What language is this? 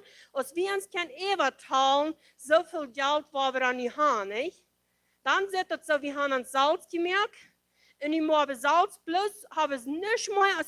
Plautdietsch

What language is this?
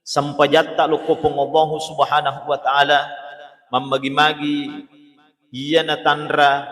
Buginese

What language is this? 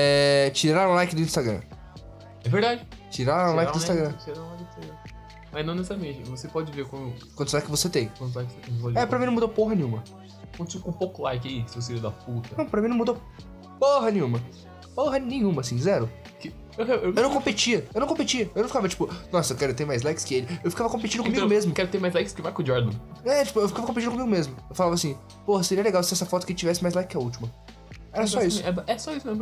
Portuguese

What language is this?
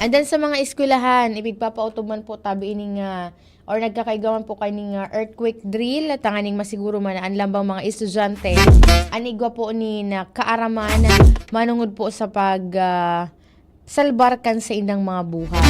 Bikol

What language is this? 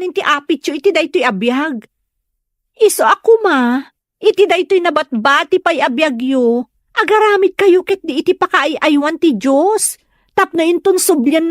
Iloko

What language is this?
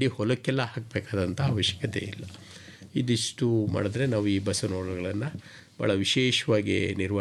Kannada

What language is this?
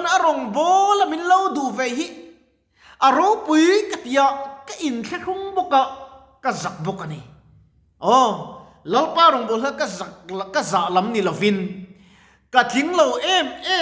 Mizo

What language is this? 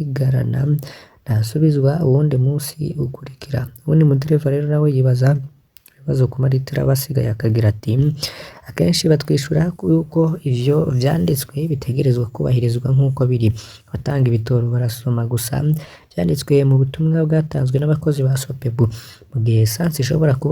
Rundi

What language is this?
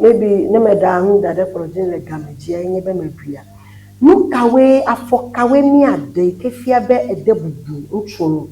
Ewe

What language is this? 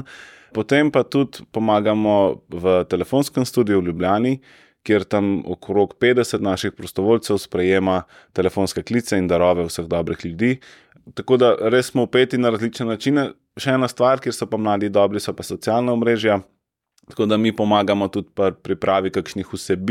Slovenian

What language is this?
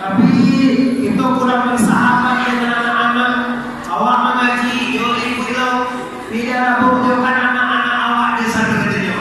Minangkabau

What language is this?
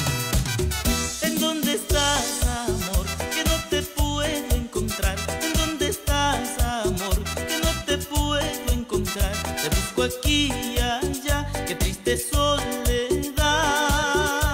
Spanish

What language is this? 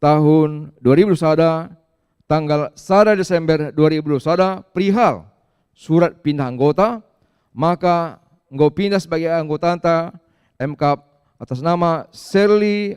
Batak Karo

